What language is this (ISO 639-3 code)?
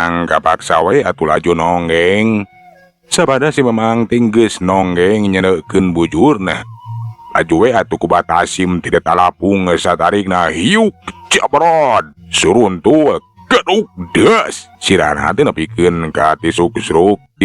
sun